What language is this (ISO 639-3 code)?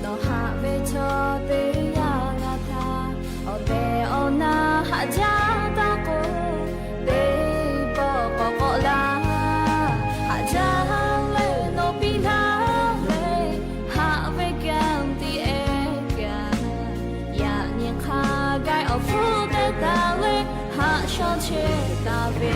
lhu